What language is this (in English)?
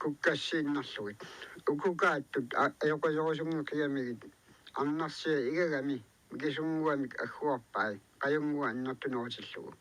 Kalaallisut